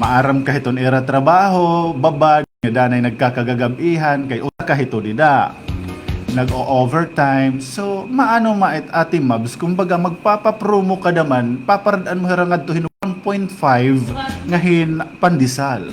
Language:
Waray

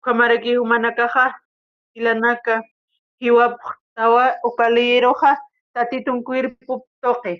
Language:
Aymara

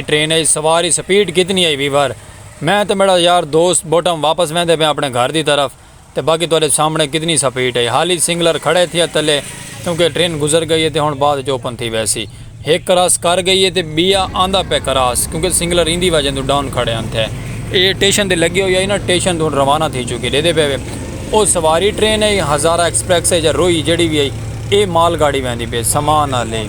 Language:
Saraiki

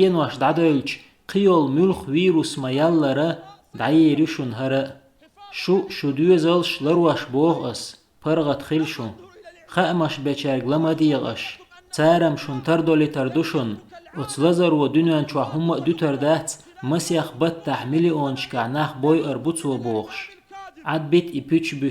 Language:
Chechen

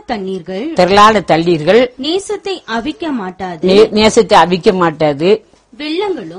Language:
Tamil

